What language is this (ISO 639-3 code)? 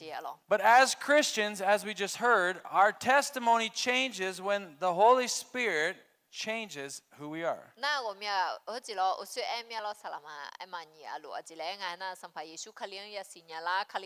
ahk